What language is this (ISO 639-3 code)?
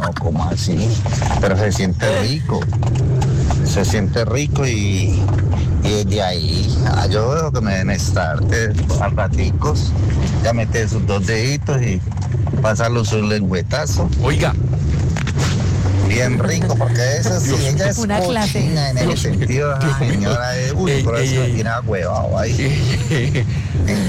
spa